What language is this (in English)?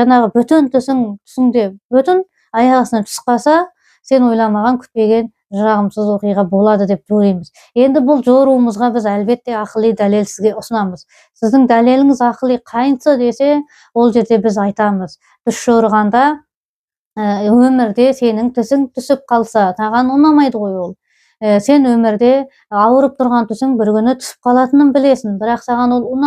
Kazakh